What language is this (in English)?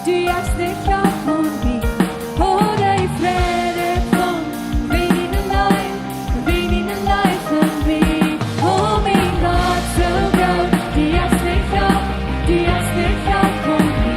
Plautdietsch